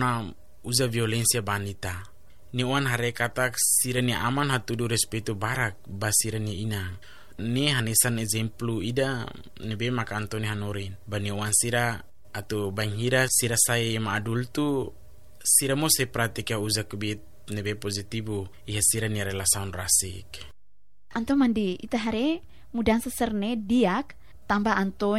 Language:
Tetum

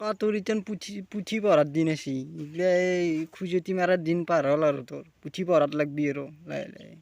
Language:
Assamese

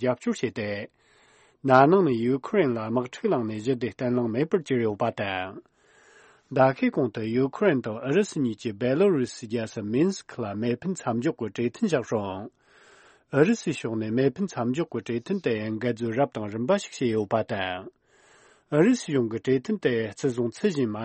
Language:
Tibetan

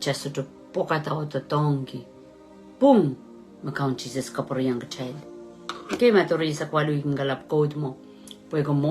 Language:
Pohnpeian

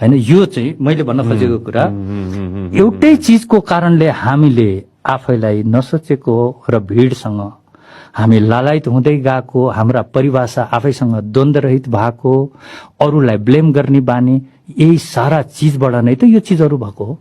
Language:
Nepali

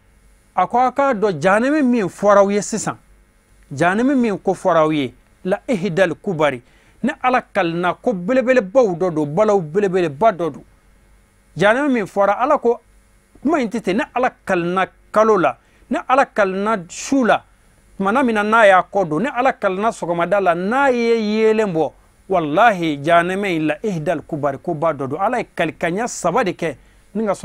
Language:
Bambara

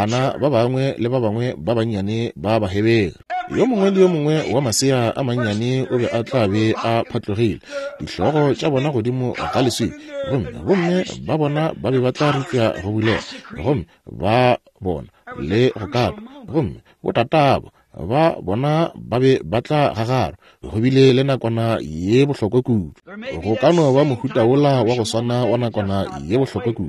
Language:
Northern Sotho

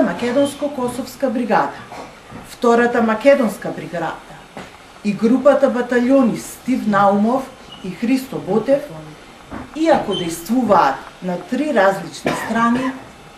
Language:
Macedonian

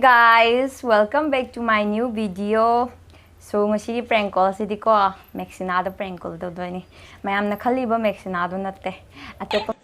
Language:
Manipuri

